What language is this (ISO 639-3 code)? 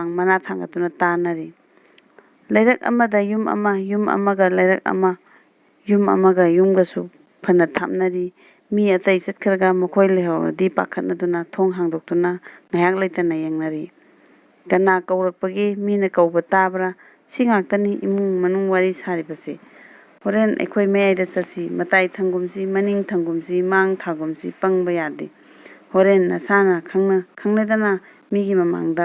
mni